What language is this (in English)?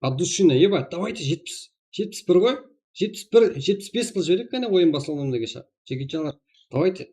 Kara-Kalpak